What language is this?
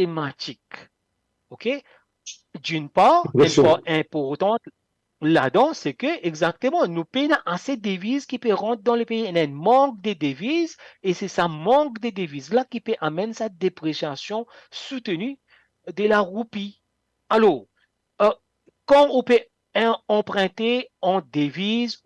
Morisyen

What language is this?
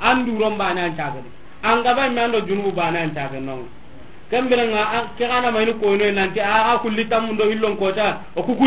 Soninke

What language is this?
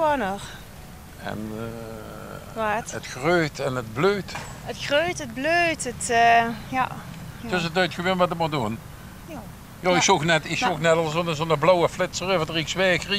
Limburgish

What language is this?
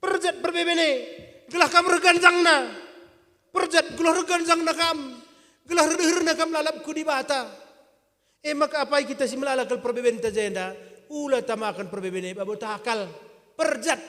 Batak Karo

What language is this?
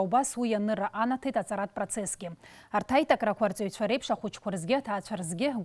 Abkhazian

